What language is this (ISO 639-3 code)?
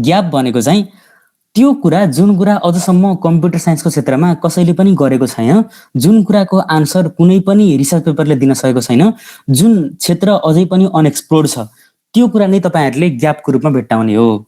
nep